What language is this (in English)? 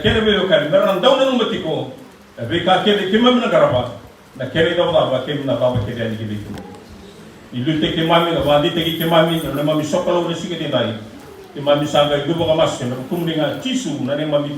Fijian